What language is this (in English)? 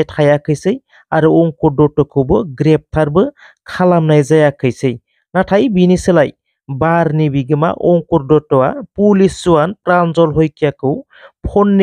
Bodo